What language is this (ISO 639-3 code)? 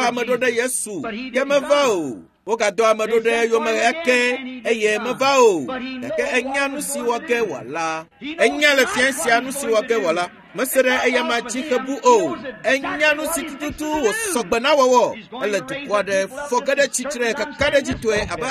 ewe